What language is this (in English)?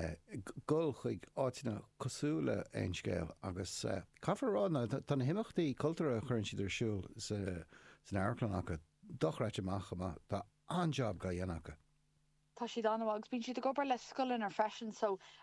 Irish